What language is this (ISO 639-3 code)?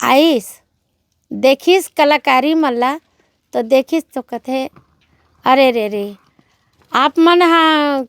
hne